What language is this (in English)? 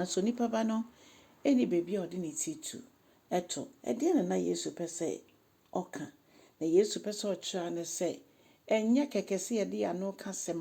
Akan